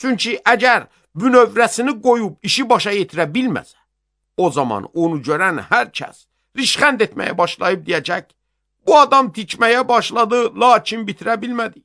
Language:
Azerbaijani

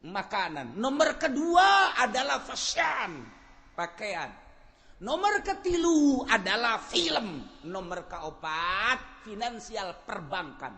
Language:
Sundanese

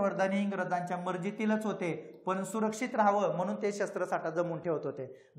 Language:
Marathi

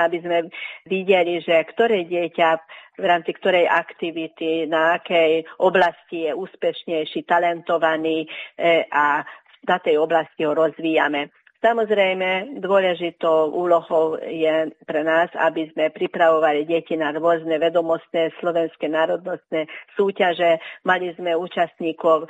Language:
Slovak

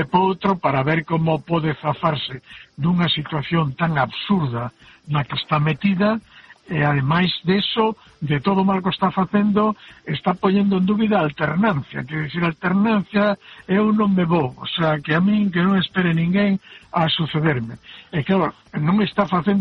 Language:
Galician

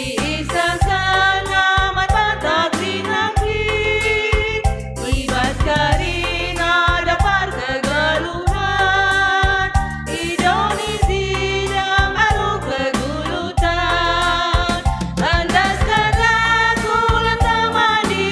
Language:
Batak Karo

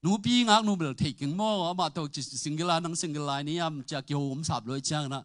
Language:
Tedim Chin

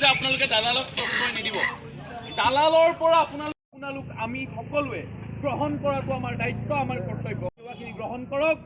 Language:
Assamese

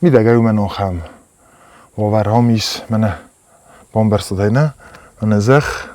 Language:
Ossetic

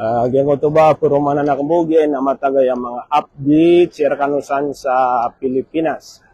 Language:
Maranao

